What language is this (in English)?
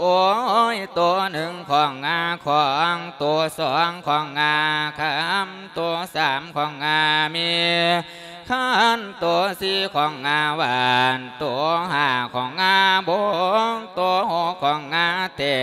Lao